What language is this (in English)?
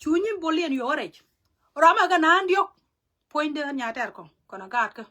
Nuer